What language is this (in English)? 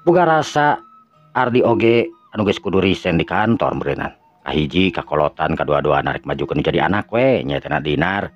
Sundanese